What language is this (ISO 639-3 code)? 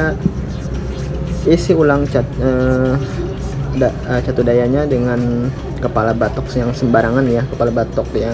ind